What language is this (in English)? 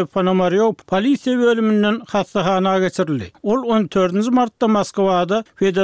Turkmen